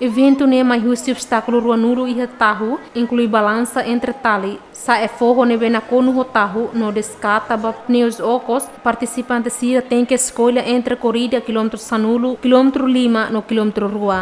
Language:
Tetum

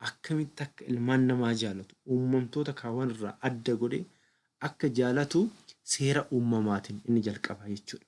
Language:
Oromo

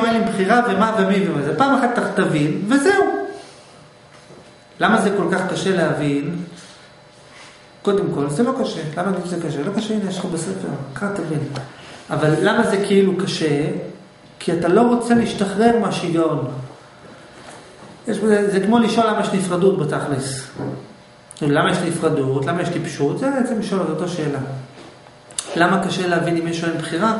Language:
Hebrew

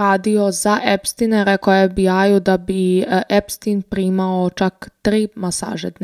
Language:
Serbian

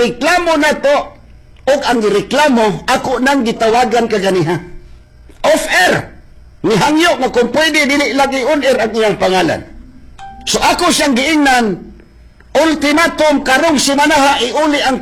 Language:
Cebuano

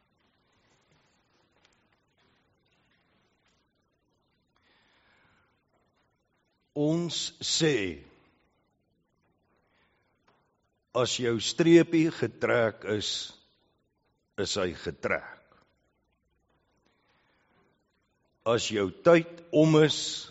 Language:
Afrikaans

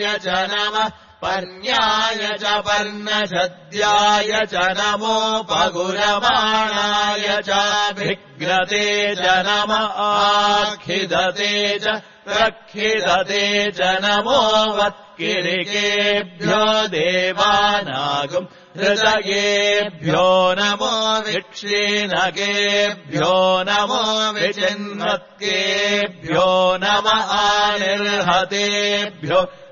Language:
Sanskrit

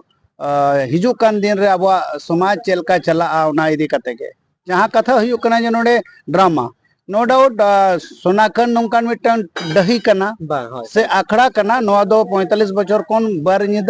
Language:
Santali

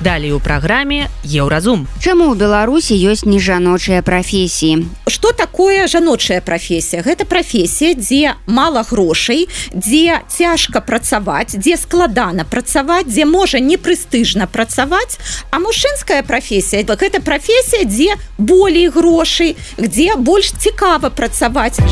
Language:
Belarusian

